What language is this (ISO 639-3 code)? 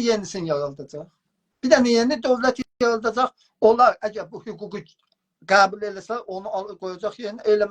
azb